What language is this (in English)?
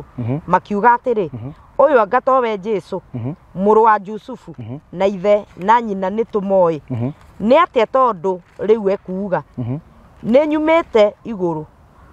Kikuyu